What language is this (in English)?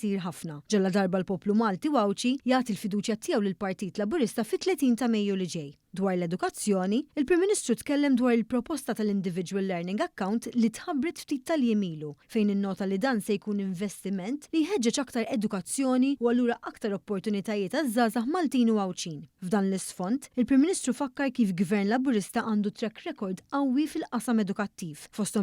Maltese